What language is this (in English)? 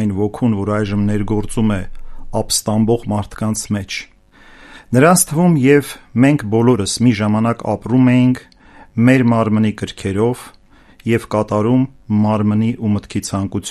Armenian